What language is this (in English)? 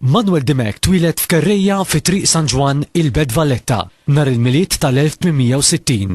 Maltese